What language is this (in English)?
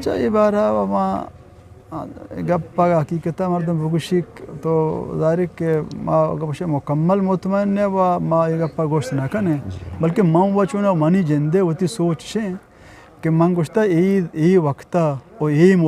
Eastern Balochi